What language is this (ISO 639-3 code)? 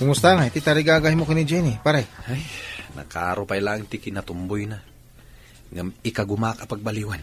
ilo